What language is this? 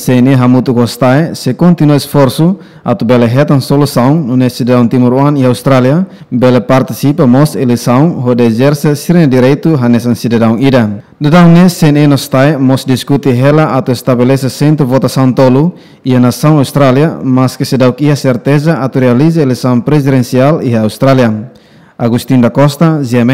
Tetum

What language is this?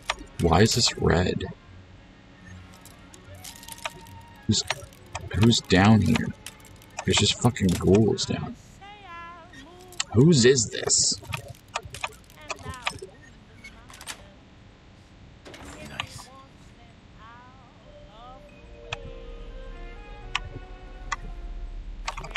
English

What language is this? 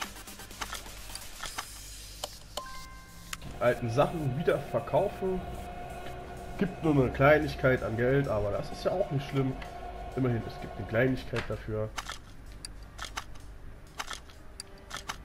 German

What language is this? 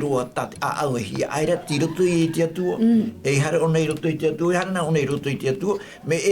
Tahitian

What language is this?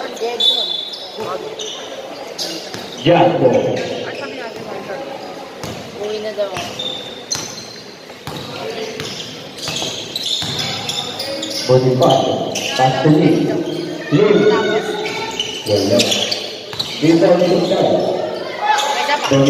Filipino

